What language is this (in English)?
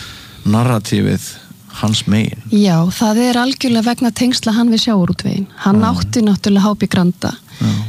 Icelandic